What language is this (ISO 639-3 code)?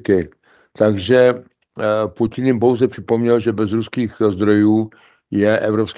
ces